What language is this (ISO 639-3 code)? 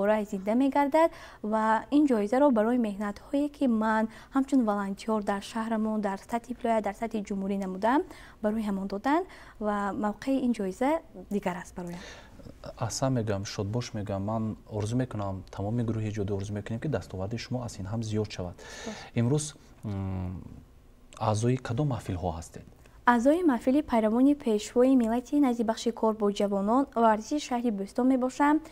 tgk